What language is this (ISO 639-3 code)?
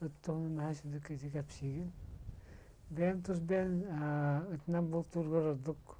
sah